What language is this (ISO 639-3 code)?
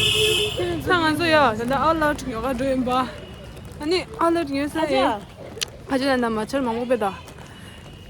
bod